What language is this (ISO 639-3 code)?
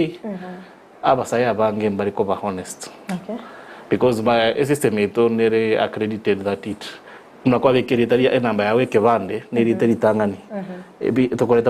guz